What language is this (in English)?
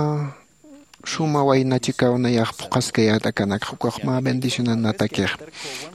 Aymara